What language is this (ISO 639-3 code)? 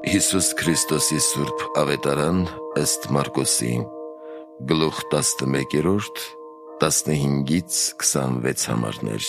hye